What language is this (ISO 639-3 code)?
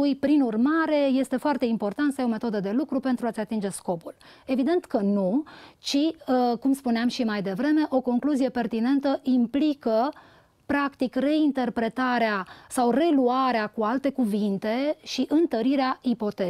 ron